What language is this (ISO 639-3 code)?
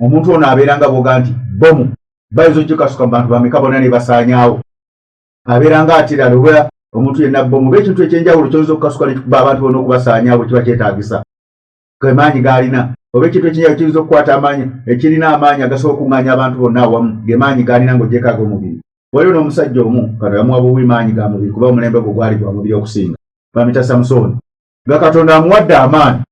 lug